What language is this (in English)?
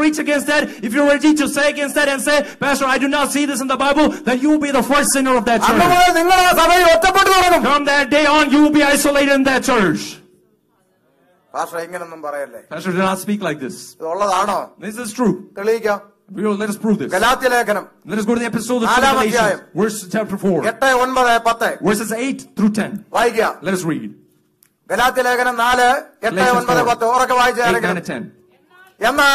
Malayalam